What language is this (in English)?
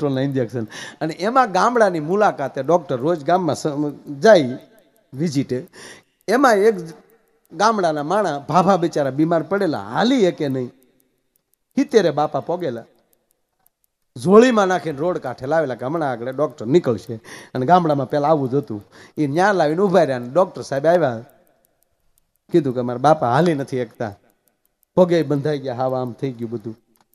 Gujarati